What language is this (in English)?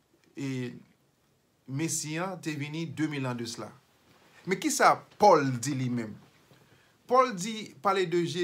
Haitian Creole